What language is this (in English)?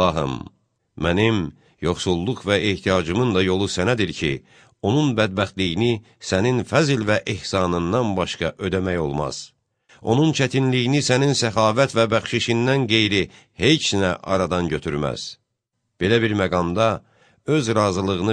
Azerbaijani